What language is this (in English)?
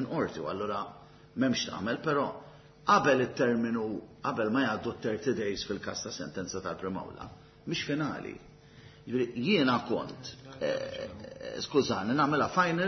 Maltese